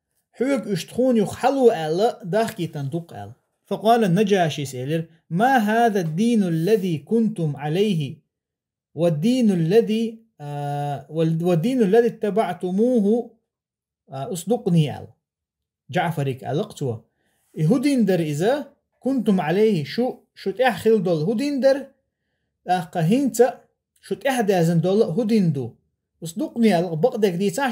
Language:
Chechen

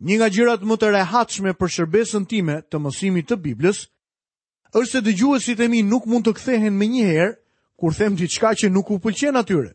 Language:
Albanian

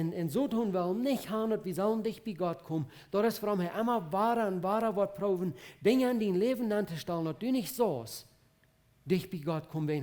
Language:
Plautdietsch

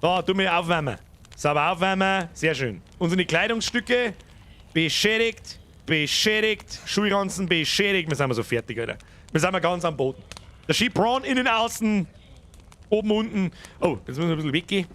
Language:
Bavarian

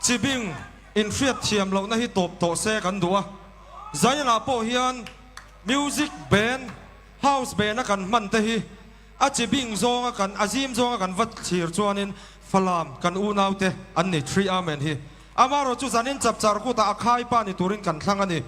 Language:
Mizo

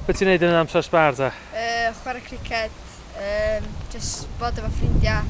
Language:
Welsh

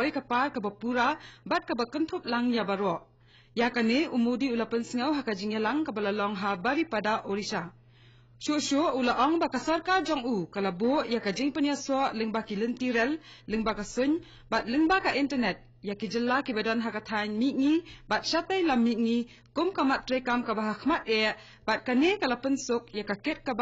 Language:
Khasi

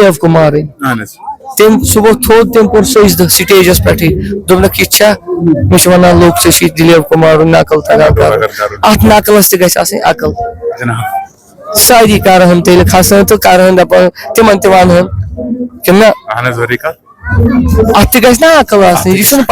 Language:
Kashmiri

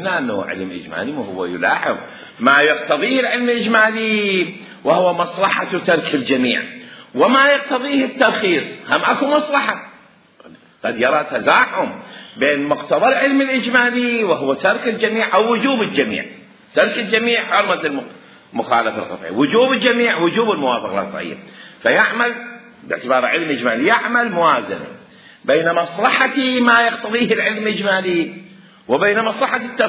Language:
Mesopotamian Arabic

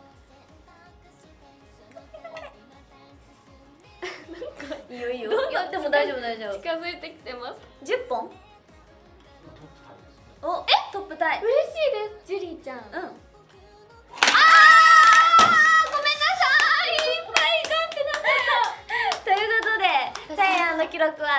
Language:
Japanese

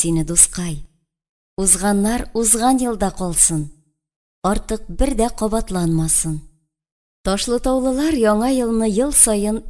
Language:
Tatar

